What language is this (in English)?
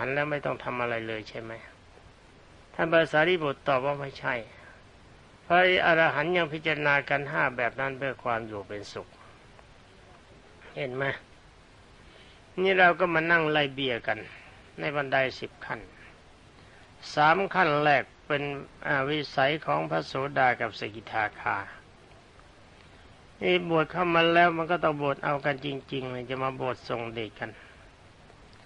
Thai